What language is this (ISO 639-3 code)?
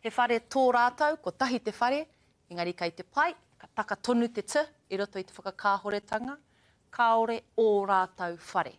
mri